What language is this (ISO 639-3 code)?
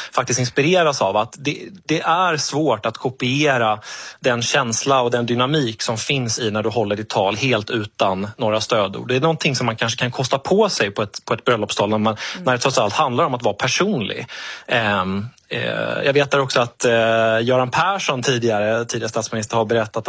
swe